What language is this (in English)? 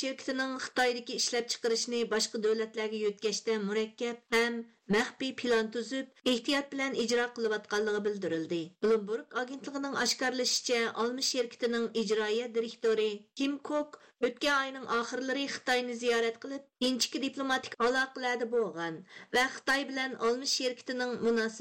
Uyghur